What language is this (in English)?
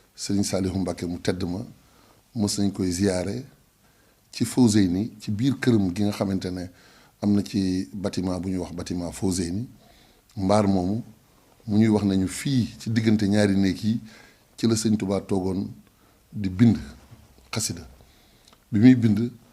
Wolof